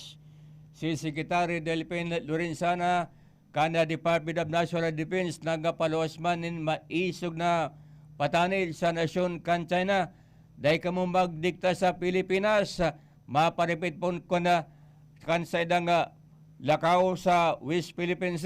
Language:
Bikol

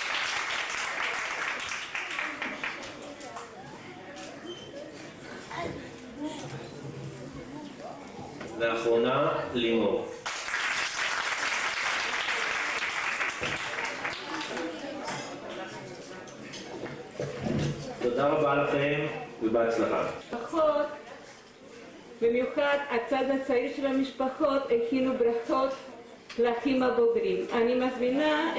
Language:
Hebrew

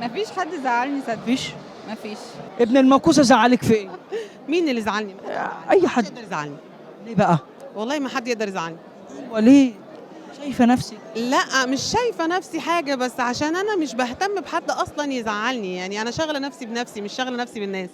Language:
Egyptian Arabic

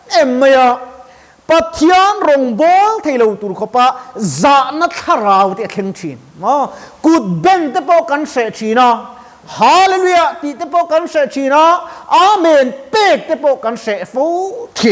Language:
Mizo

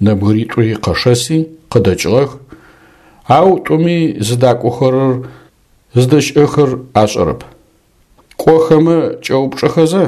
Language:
Adyghe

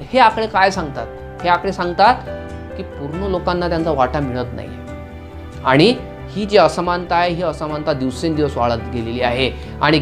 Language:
Marathi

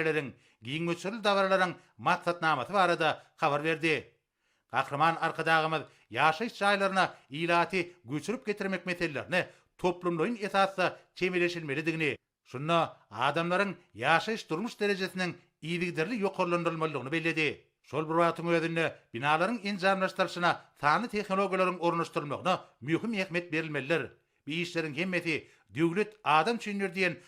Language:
Turkmen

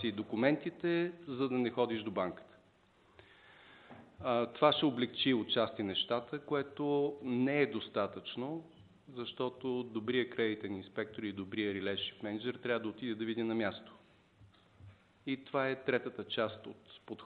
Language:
Bulgarian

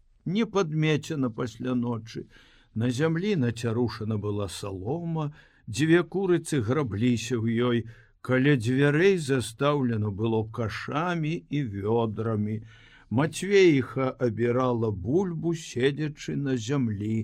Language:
Belarusian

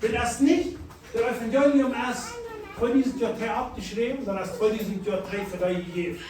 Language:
Plautdietsch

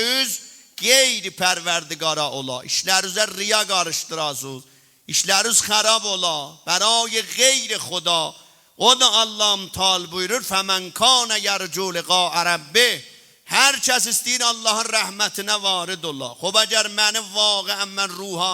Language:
South Azerbaijani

